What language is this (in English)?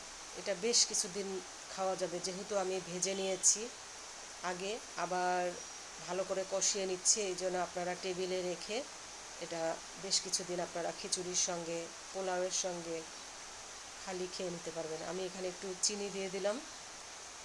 Bangla